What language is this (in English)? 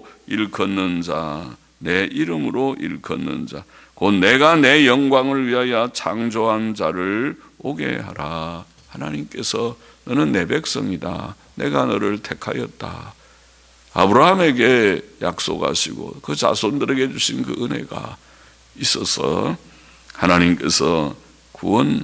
Korean